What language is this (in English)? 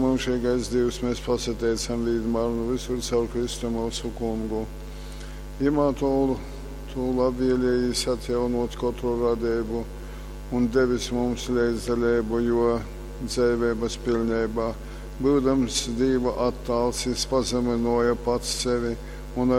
Latgalian